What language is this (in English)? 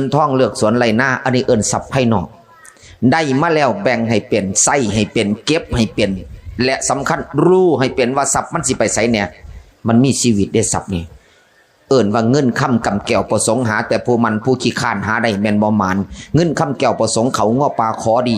Northeastern Thai